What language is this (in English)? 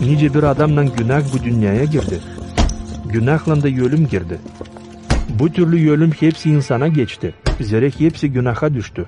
Gagauz